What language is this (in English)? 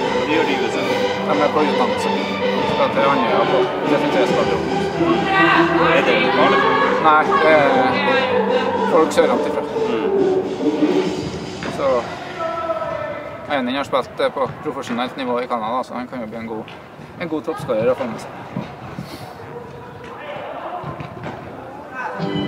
Norwegian